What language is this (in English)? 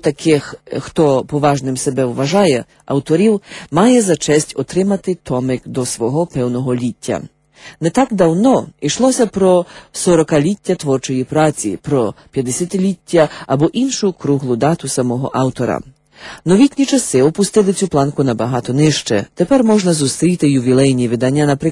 Ukrainian